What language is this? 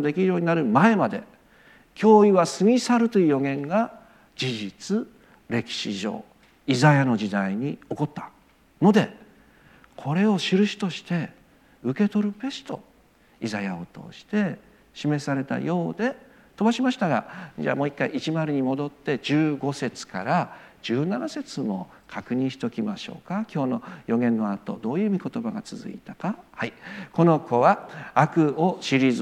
Japanese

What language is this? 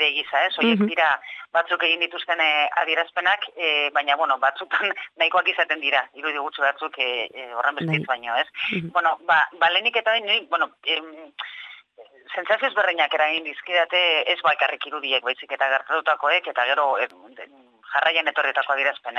Basque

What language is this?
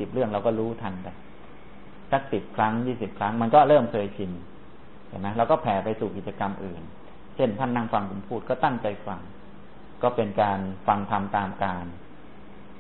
Thai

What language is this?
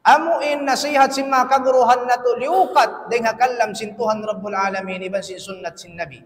Tausug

